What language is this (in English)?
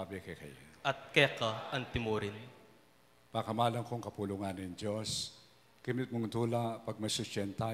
Pampanga